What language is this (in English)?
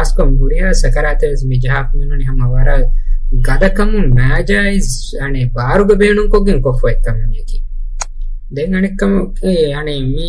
Divehi